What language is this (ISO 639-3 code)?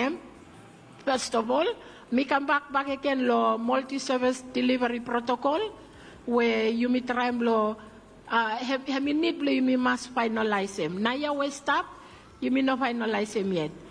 bis